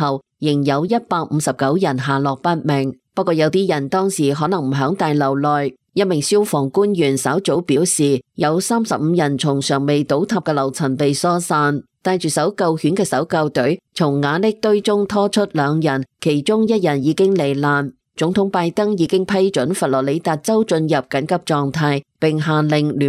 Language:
Cantonese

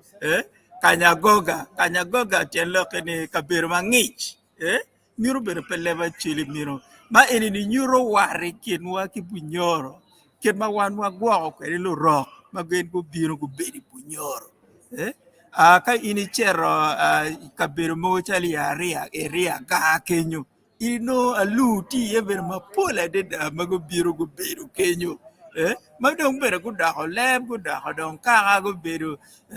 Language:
Acoli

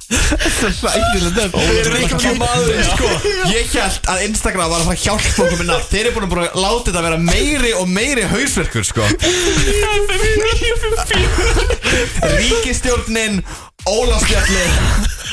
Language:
Icelandic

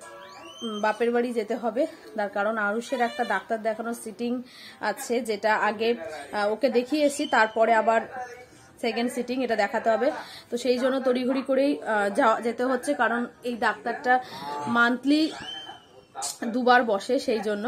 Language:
Bangla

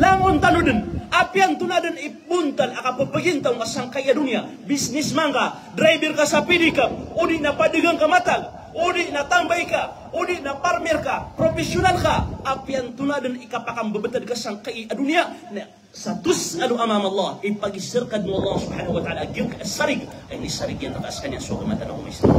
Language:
Maranao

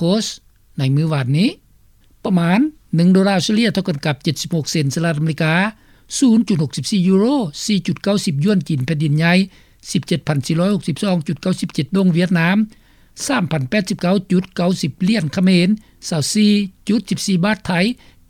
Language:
Lao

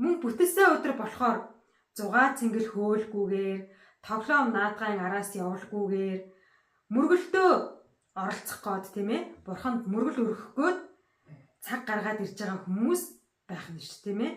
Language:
Mongolian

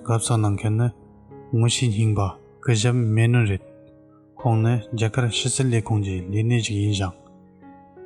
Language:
Tibetan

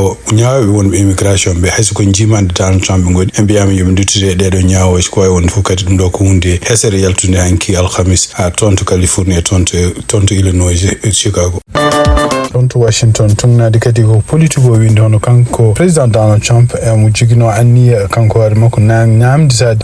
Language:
Fula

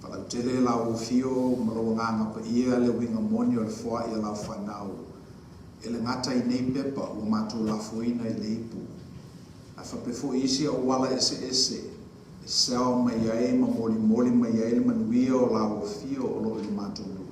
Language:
Samoan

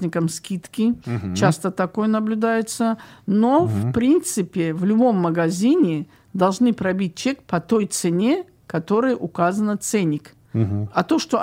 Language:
Russian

